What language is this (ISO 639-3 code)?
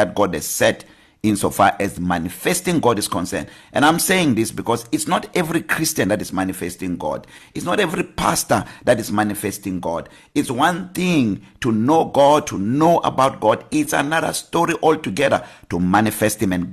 eng